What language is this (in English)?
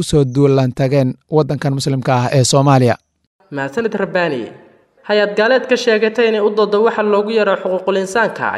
Somali